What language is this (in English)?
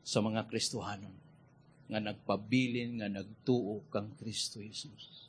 Cebuano